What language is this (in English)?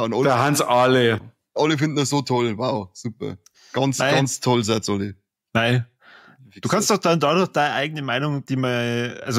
Bavarian